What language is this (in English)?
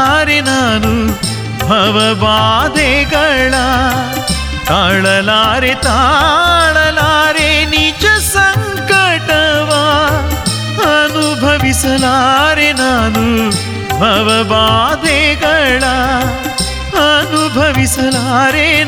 Kannada